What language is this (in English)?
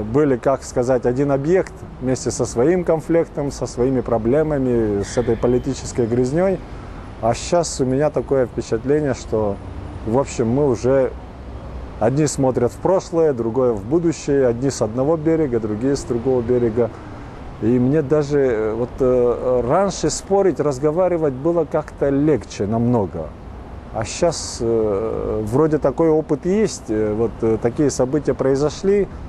Russian